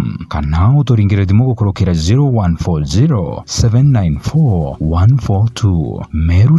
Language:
Meru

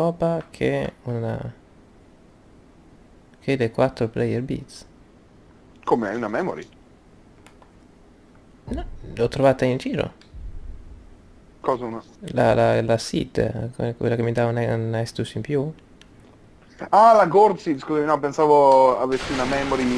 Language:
Italian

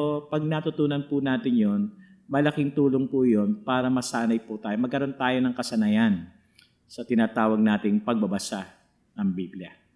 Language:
Filipino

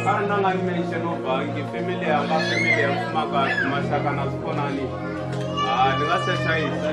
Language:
Venda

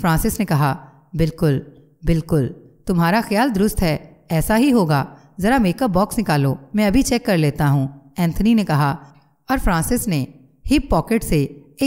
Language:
Urdu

